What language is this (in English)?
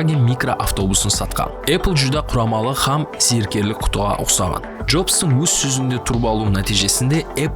Kara-Kalpak